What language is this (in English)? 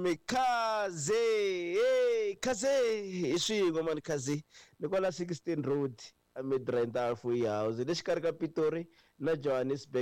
Tsonga